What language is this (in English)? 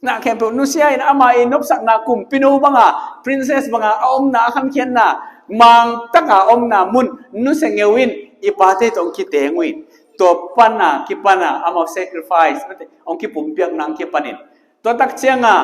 Tedim Chin